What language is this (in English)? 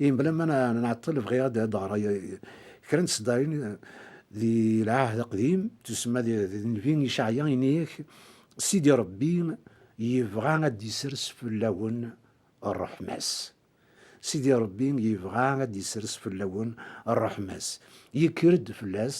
Kabyle